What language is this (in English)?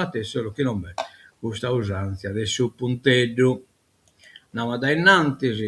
Sardinian